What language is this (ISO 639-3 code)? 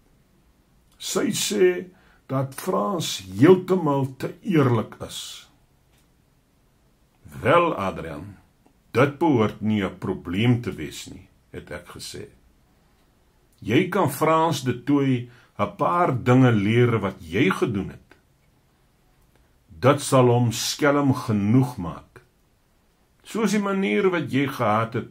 afr